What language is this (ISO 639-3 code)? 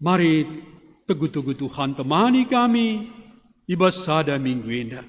btx